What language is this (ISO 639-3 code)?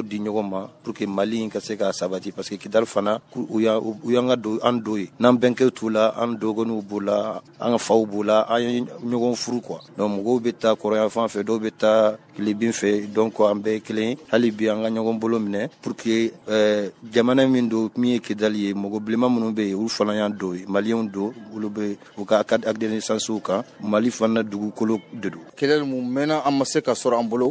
bam